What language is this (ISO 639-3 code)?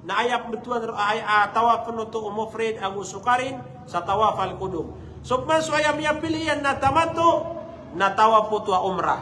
mrw